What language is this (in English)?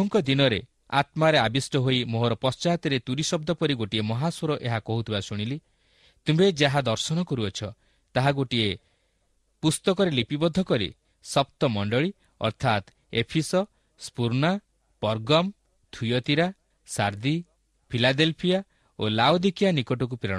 Odia